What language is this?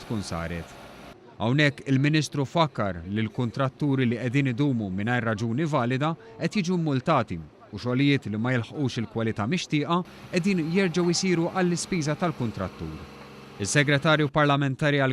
Maltese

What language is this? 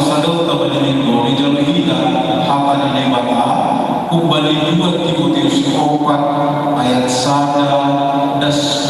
Batak Simalungun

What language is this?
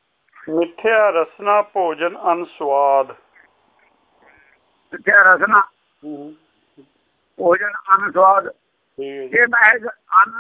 Punjabi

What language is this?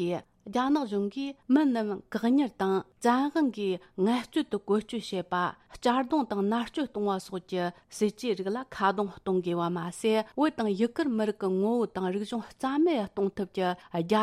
Tibetan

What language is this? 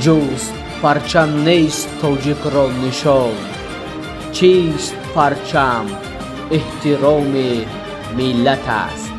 Tajik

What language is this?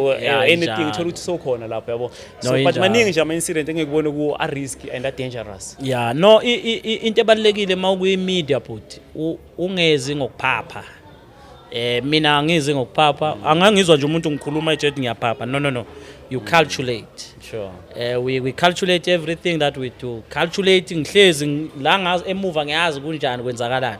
Zulu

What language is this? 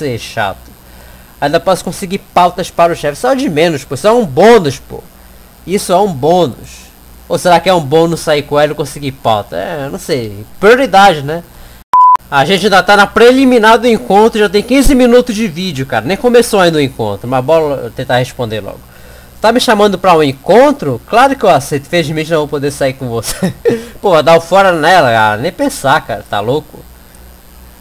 Portuguese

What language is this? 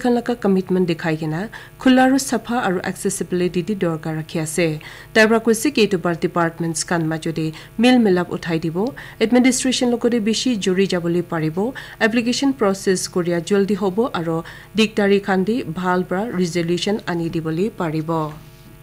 Naga Pidgin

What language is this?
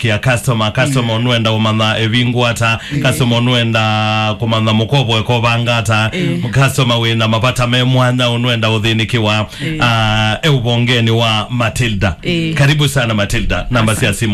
Kamba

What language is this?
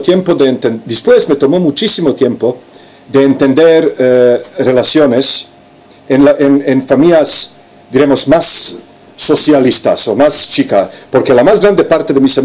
Ladino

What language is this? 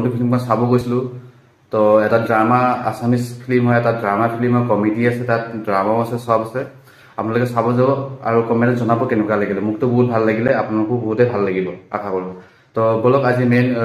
Assamese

